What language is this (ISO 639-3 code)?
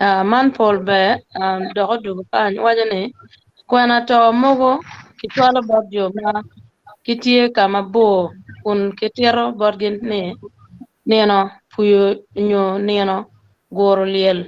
ach